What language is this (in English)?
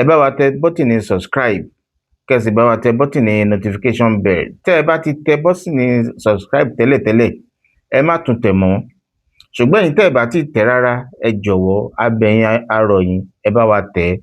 Yoruba